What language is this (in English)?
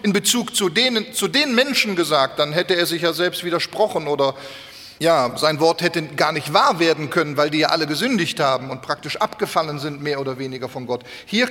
German